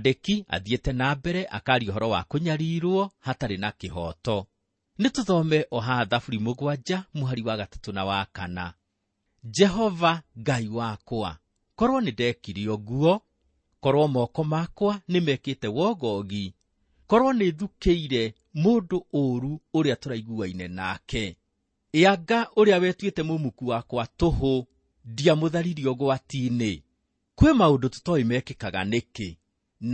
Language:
Kikuyu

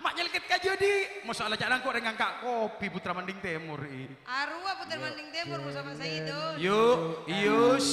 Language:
Madurese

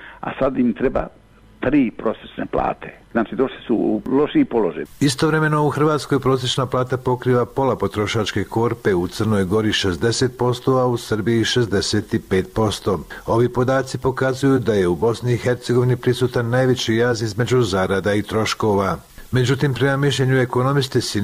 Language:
Bosnian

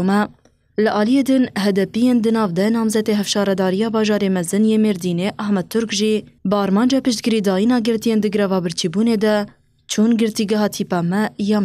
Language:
Kurdish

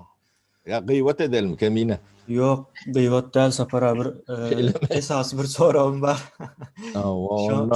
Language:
Turkmen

